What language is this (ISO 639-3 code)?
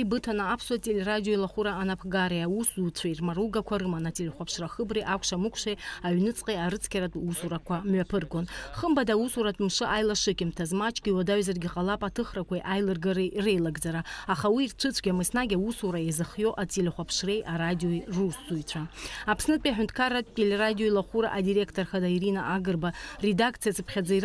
abk